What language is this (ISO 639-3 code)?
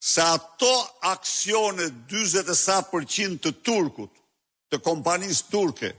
sqi